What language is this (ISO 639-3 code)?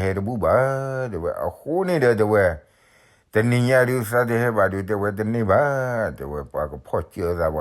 ksw